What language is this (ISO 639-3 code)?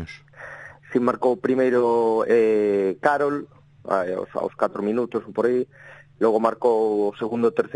glg